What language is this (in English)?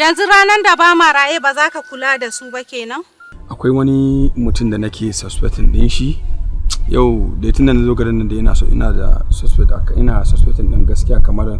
Hausa